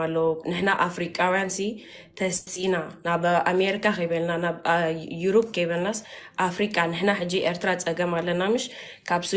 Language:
Tigrinya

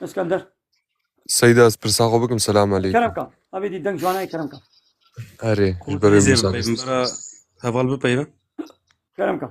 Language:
Kurdish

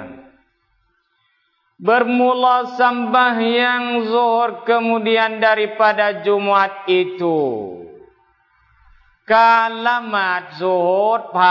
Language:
Thai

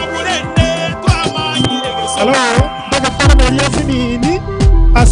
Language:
Gusii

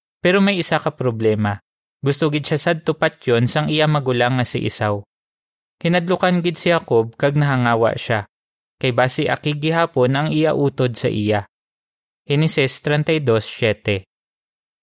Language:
Hiligaynon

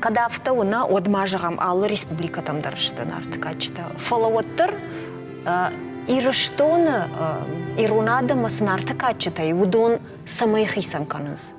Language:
Ossetic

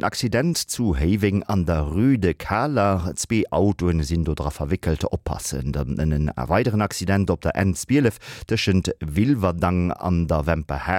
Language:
Luxembourgish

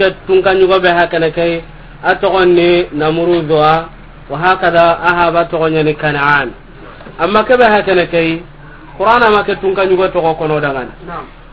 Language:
Soninke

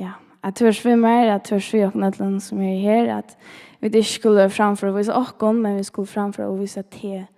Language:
Faroese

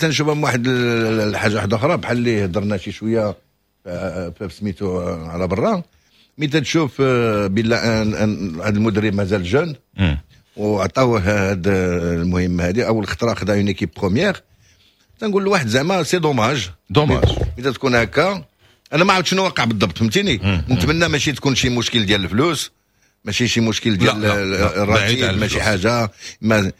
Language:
Moroccan Arabic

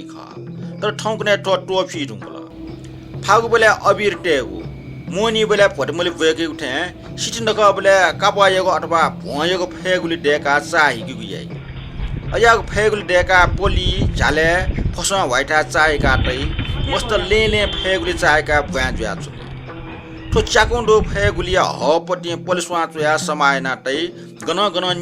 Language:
Newari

